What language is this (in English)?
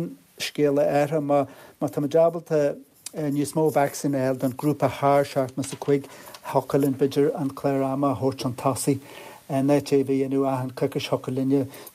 Irish